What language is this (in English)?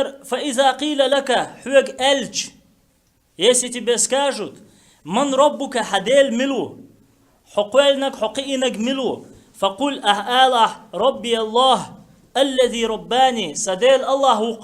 Chechen